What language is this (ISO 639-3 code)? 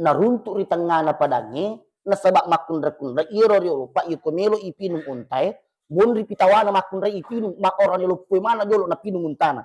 bug